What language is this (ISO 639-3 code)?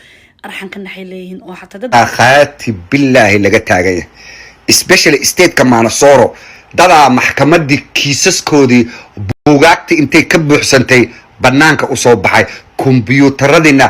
som